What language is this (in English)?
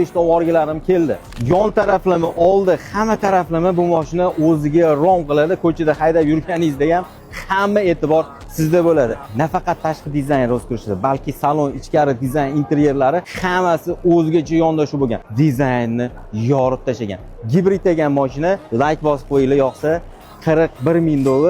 Uzbek